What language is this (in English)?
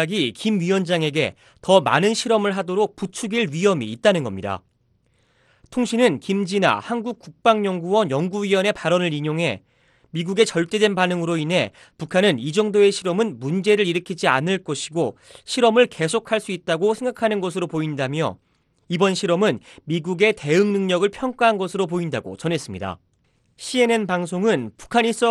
Korean